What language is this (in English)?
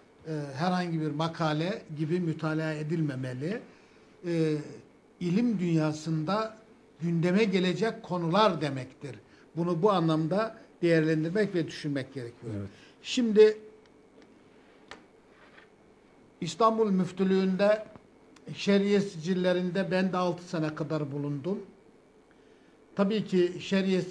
Turkish